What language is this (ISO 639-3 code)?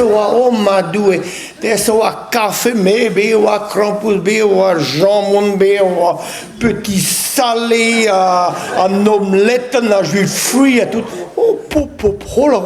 bre